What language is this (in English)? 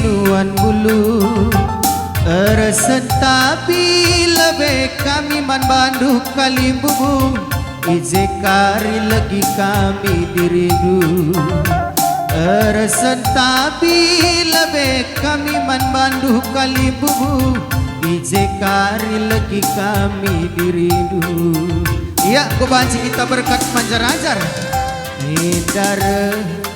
Batak Karo